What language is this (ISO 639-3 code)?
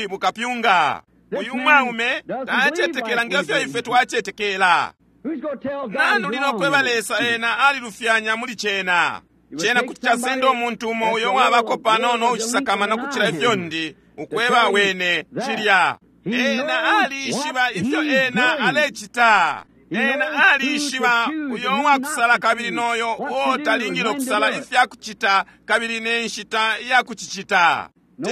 bem